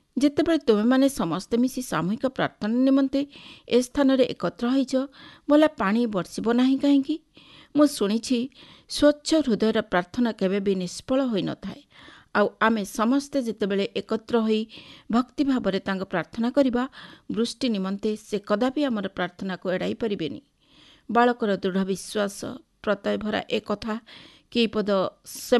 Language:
Odia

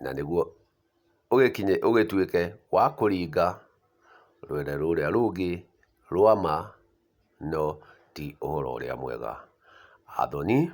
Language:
Kikuyu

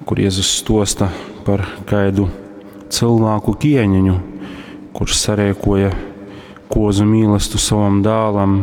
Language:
Latgalian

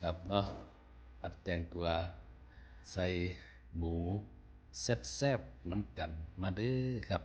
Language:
Northeastern Thai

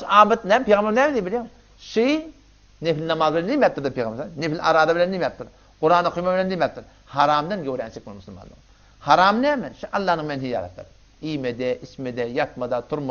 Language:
Turkmen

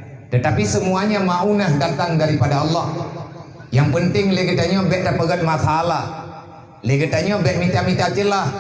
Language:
Achinese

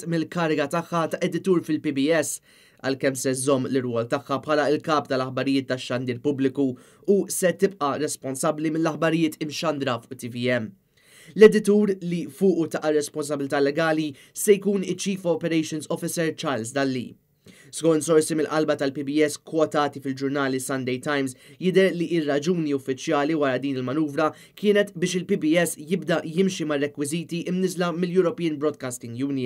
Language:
Maltese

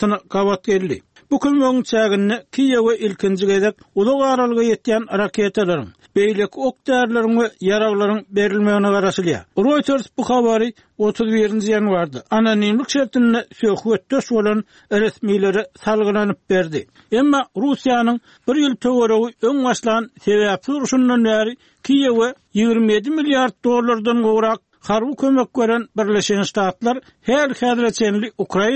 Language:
Turkmen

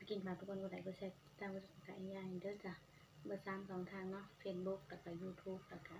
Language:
Northeastern Thai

